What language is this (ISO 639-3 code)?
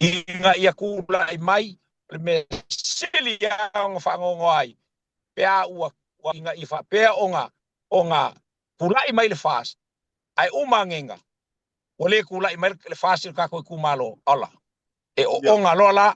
smo